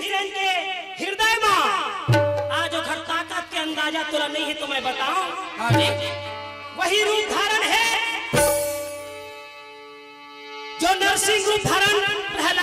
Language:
Chhattisgarhi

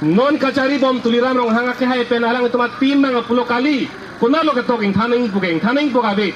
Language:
Karbi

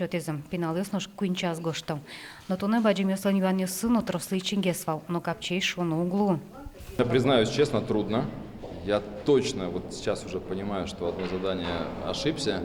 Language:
Udmurt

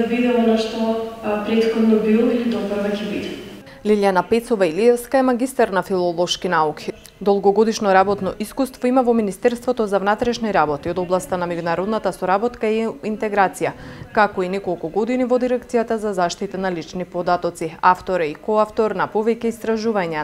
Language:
Macedonian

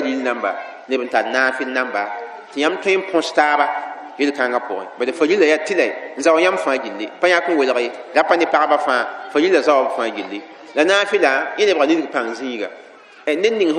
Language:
Mossi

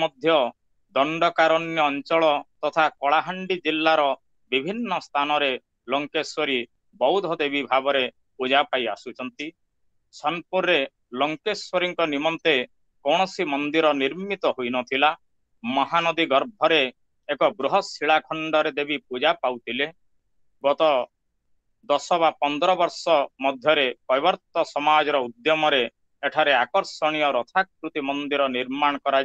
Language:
Odia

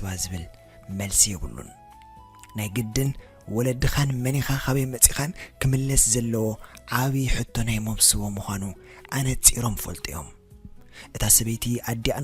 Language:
Tigrinya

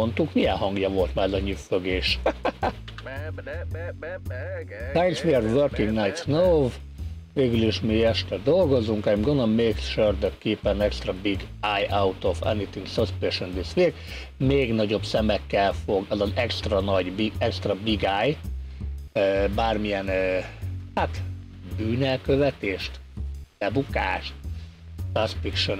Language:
Hungarian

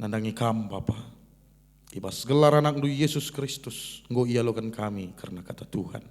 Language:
Batak Karo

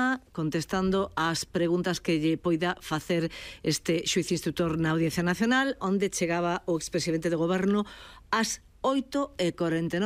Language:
Galician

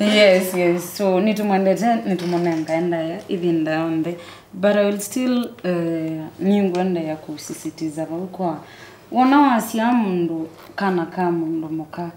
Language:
Kamba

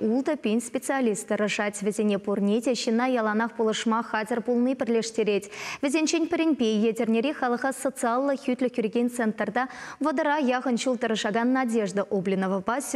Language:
Chuvash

